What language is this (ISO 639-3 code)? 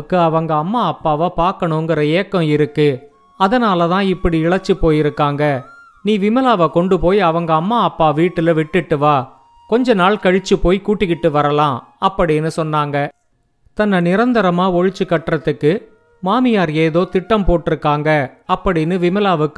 tam